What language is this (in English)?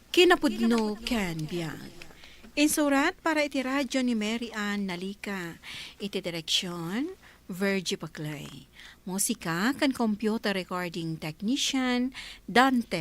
Iloko